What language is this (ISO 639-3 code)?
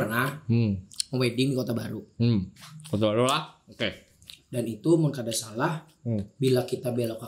bjn